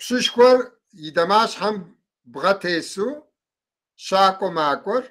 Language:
Kabardian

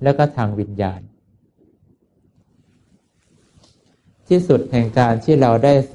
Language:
Thai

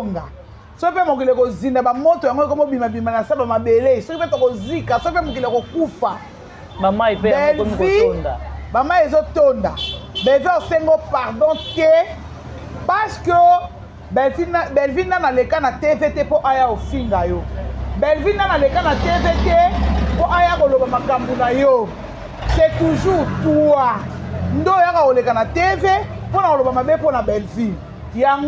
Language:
Lingala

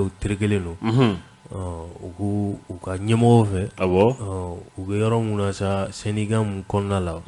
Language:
Bambara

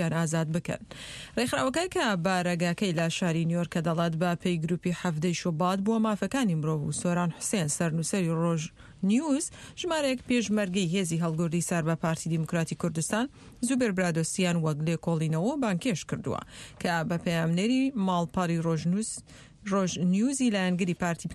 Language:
Central Kurdish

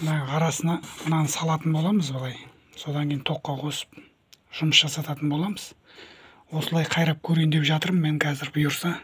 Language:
Kazakh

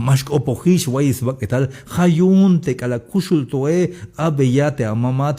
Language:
Tzeltal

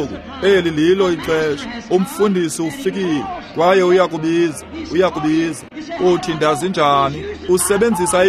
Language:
Xhosa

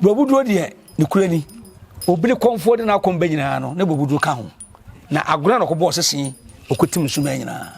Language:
Akan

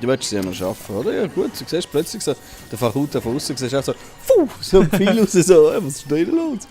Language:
Swiss German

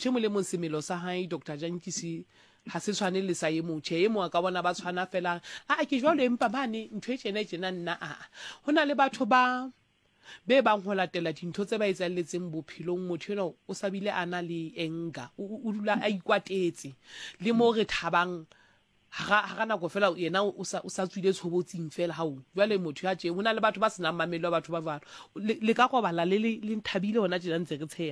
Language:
Southern Sotho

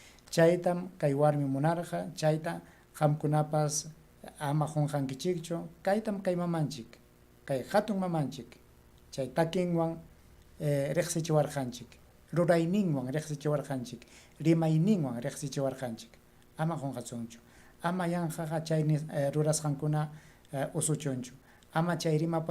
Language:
Ayacucho Quechua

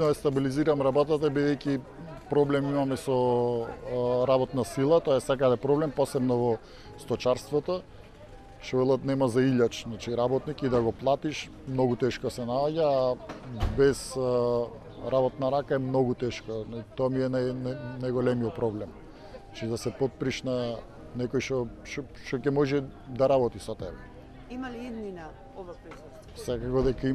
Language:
Macedonian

